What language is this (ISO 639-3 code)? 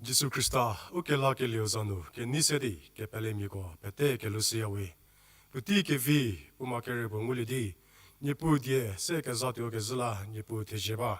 njm